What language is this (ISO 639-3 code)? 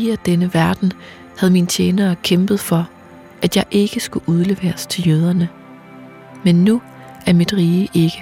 dan